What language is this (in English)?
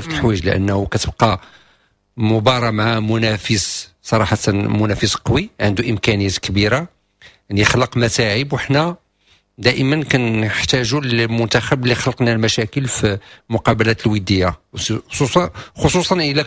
Moroccan Arabic